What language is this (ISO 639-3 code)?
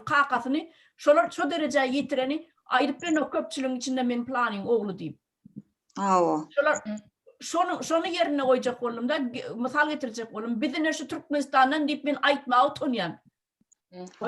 tuk